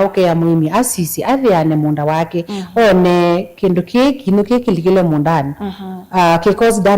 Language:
Kamba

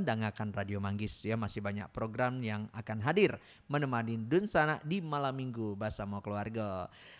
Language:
Minangkabau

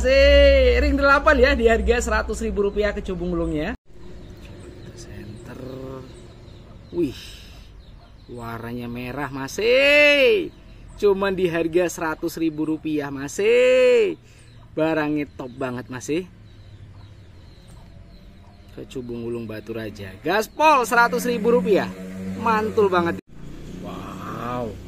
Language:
Indonesian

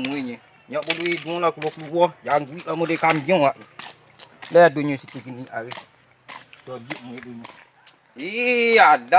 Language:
Minangkabau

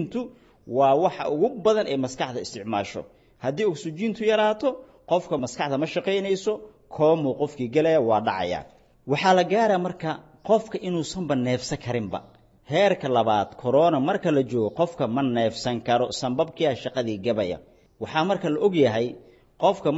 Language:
Somali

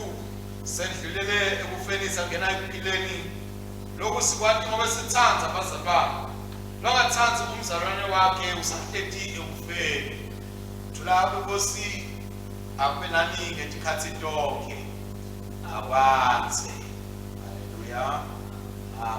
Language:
Swati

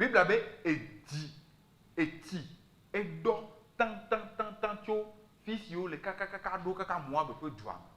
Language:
Ewe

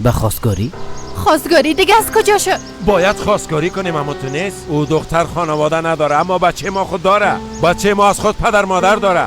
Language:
Persian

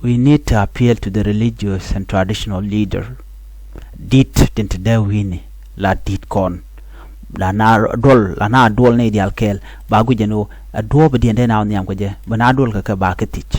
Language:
Nuer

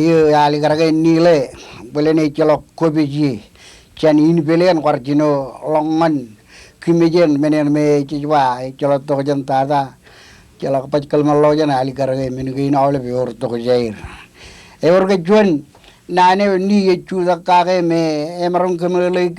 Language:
Marshallese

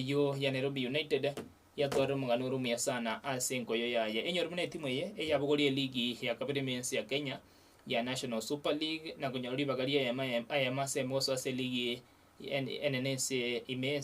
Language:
Gusii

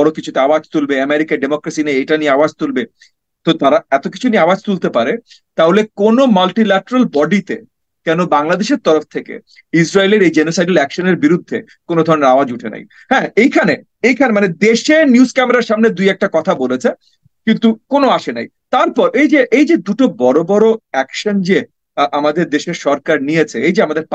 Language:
Bangla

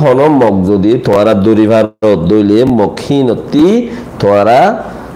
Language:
Rohingya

